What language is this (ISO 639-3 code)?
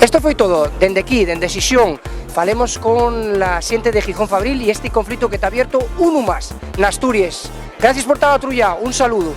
ast